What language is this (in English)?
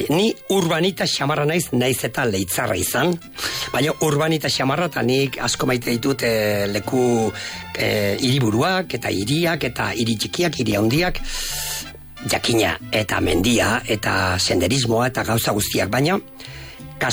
Basque